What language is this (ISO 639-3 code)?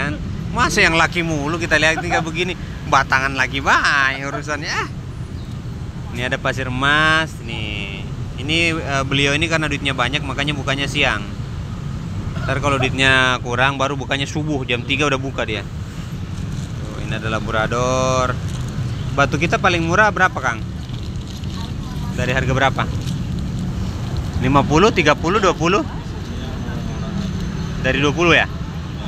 ind